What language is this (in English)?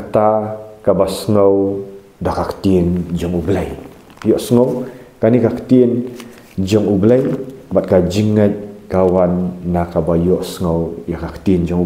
Khasi